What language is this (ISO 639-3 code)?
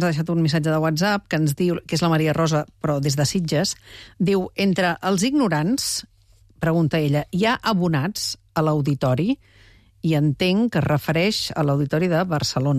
cat